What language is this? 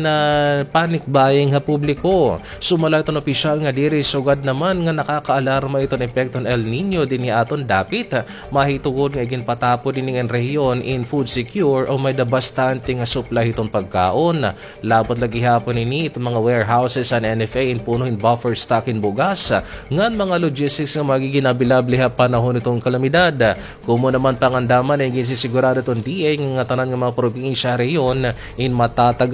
Waray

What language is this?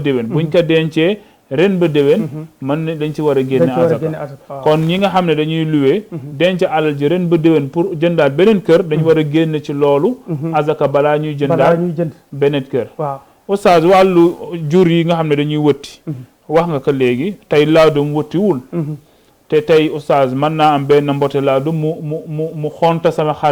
Wolof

